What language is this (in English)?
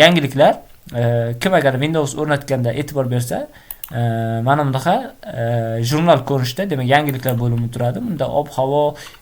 Uzbek